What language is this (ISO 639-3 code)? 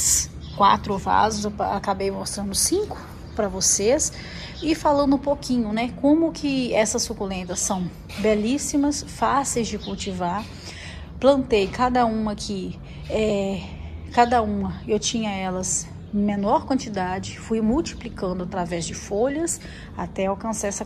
por